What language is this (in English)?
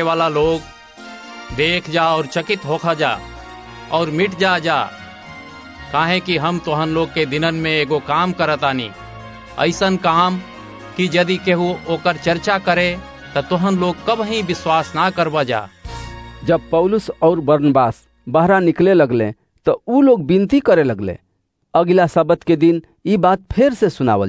Bhojpuri